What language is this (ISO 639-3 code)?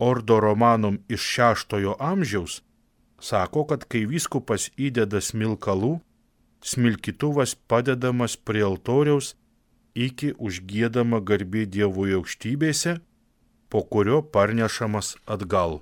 lit